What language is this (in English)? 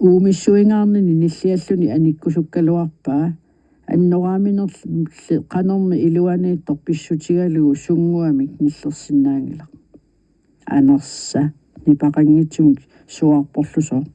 Kalaallisut